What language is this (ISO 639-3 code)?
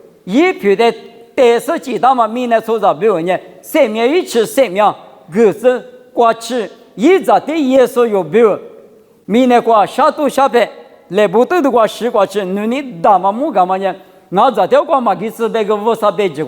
lis